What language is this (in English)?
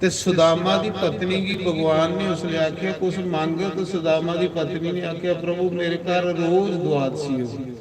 Dogri